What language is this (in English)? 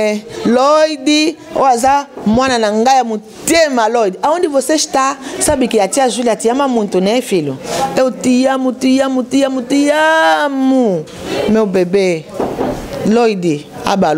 Lingala